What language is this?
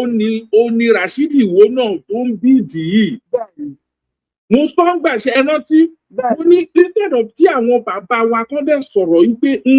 Yoruba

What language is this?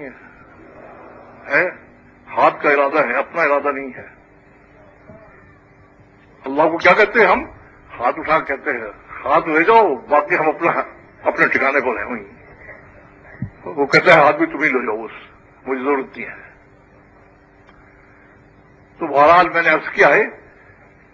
Urdu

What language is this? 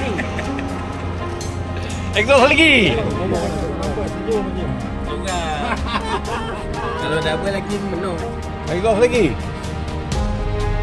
Malay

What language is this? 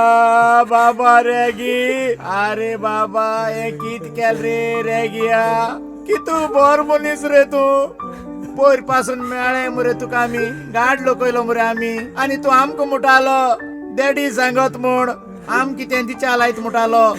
Konkani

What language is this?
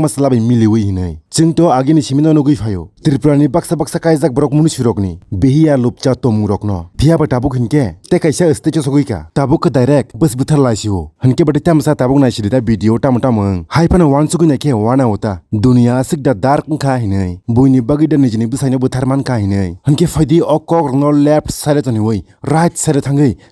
Kok Borok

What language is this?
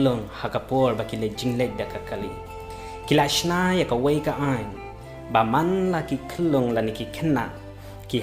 Khasi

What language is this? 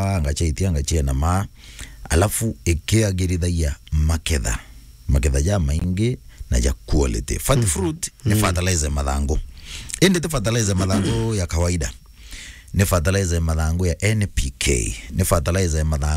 Meru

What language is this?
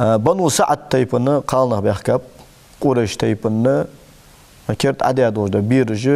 Ingush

